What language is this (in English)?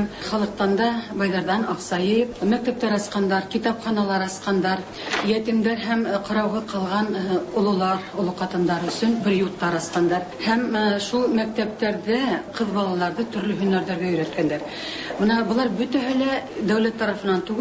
Tatar